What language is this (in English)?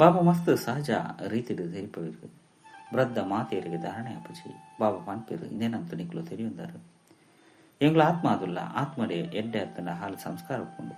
Tulu